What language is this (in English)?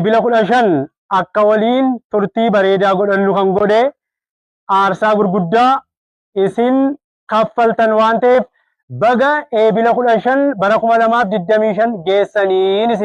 Oromo